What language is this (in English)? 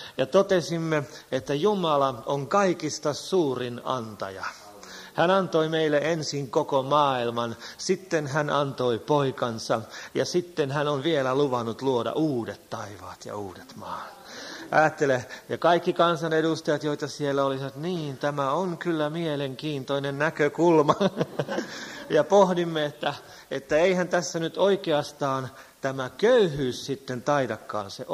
Finnish